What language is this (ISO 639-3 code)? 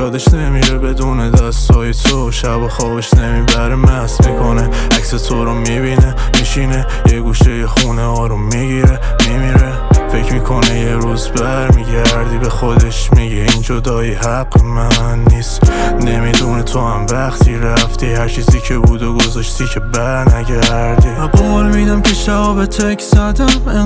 fas